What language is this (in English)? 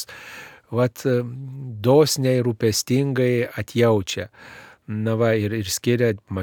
Lithuanian